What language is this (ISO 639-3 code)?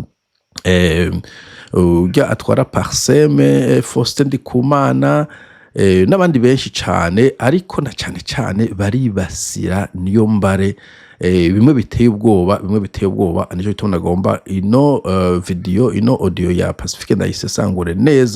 run